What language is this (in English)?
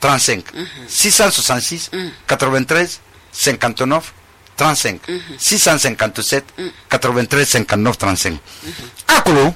Susu